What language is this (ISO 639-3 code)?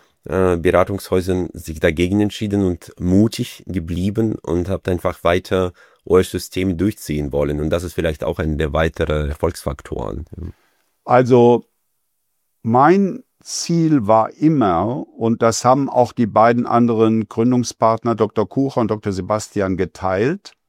deu